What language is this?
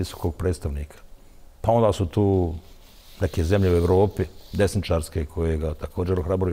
Bosnian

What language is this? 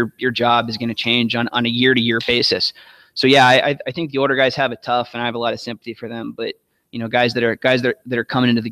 English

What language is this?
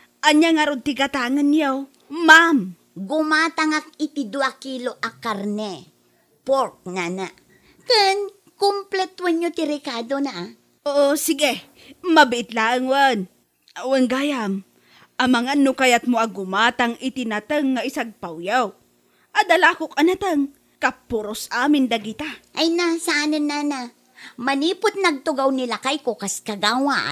Iloko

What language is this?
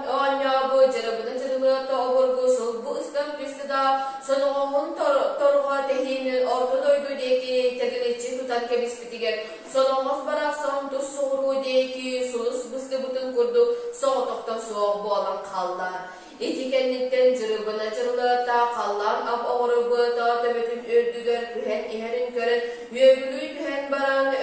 Yakut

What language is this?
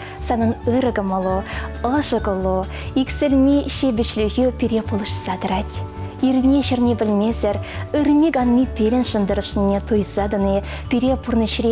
Chuvash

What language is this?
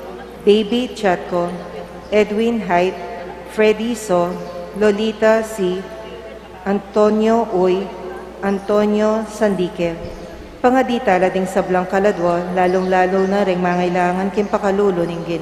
Pampanga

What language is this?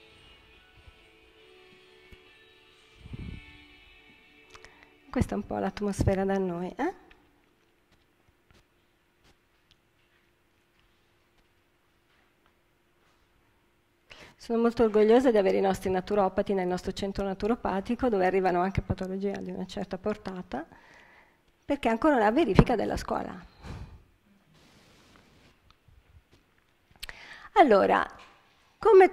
Italian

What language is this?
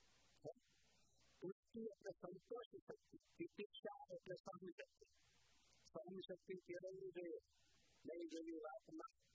Gujarati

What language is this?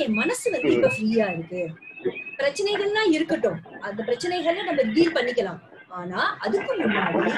Tamil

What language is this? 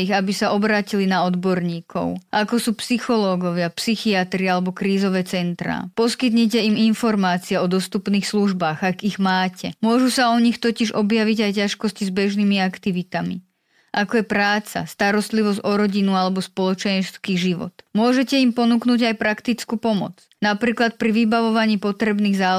Slovak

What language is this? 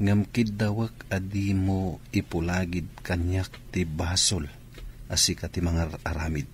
Iloko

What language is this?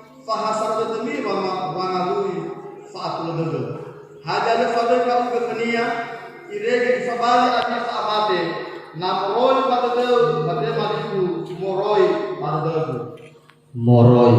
Nias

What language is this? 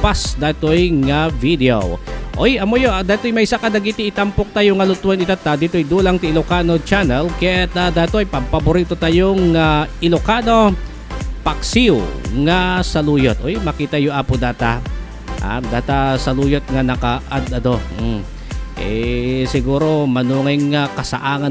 Iloko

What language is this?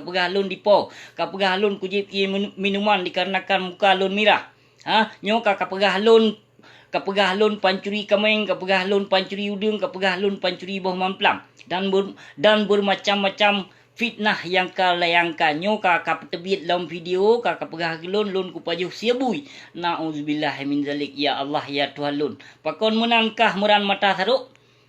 Achinese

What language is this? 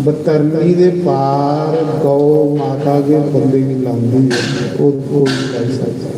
Dogri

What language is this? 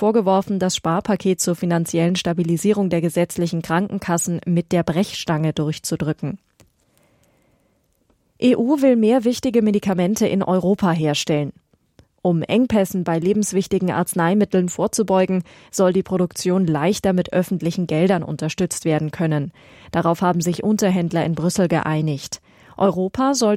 German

